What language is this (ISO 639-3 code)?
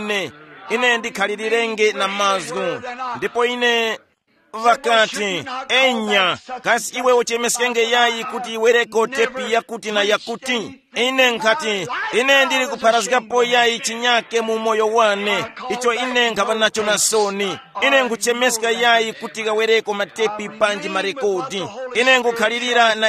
tum